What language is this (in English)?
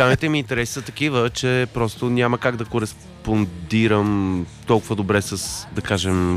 Bulgarian